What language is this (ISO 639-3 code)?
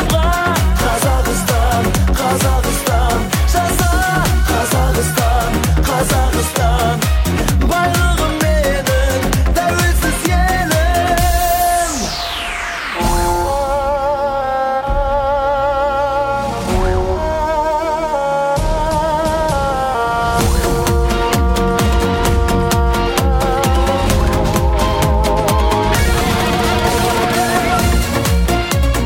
kaz